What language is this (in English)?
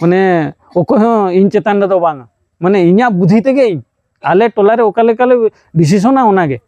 Santali